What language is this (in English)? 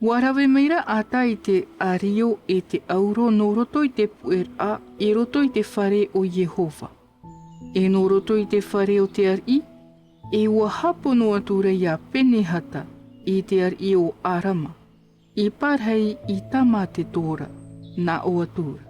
Tahitian